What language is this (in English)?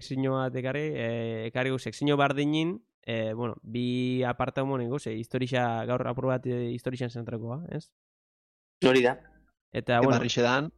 Basque